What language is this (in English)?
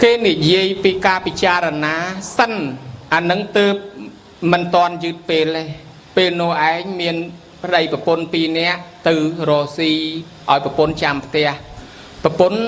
Khmer